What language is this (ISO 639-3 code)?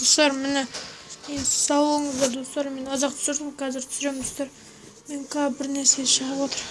kaz